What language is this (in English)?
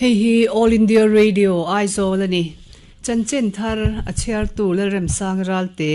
Mizo